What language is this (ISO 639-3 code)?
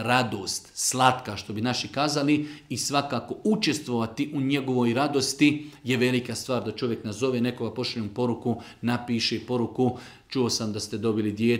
bos